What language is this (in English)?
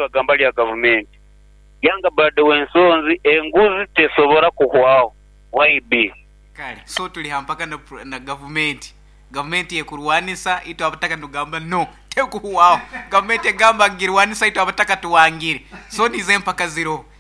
Nyoro